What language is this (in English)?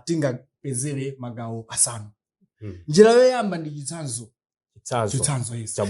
Nyanja